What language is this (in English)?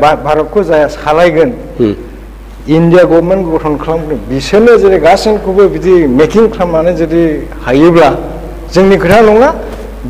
Bodo